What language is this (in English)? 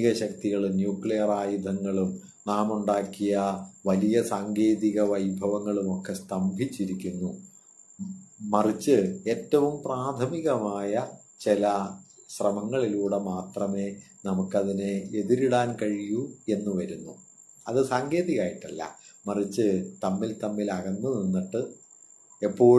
Malayalam